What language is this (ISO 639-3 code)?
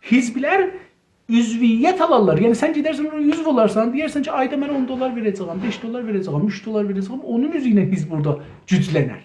azb